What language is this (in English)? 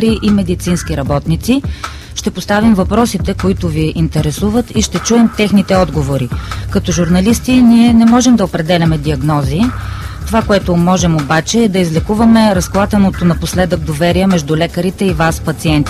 Bulgarian